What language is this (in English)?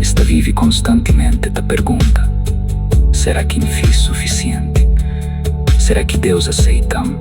Kabuverdianu